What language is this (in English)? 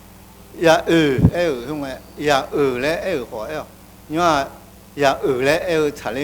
Akha